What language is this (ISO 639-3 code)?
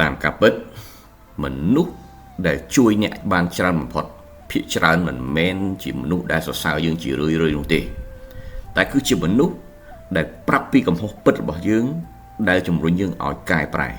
khm